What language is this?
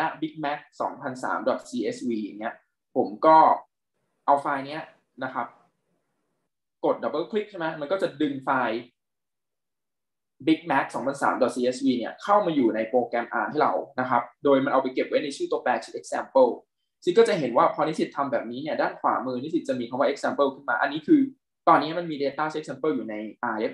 Thai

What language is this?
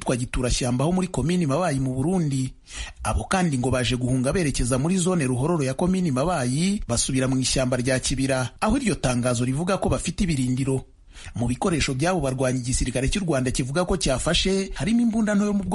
Kinyarwanda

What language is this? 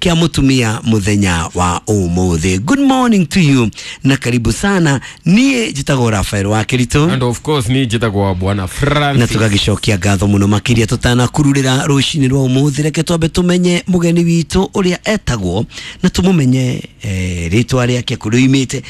Kikuyu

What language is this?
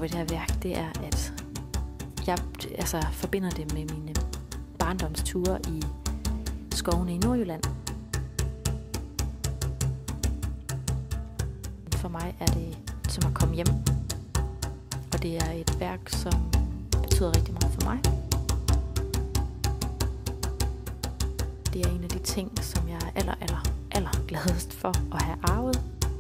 Danish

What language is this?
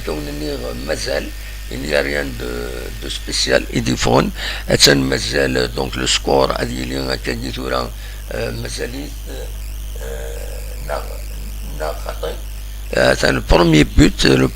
Kabyle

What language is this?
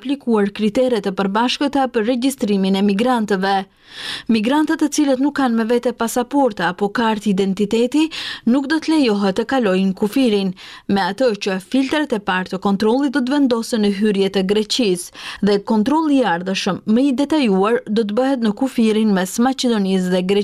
Albanian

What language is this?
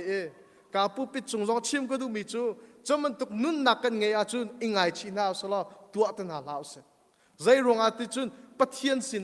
Hakha Chin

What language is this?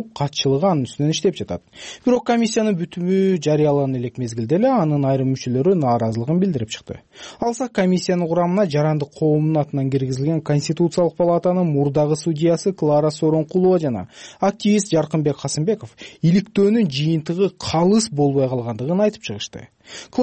Kyrgyz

